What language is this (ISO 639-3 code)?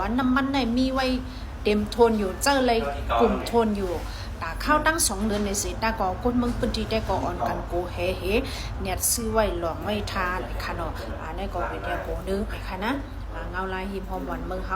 shn